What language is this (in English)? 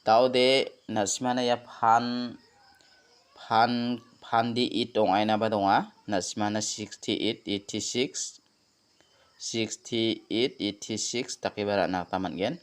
Garo